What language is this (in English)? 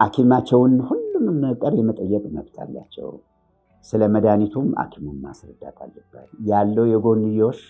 Amharic